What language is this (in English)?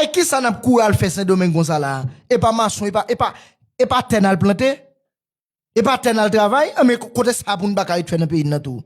Haitian Creole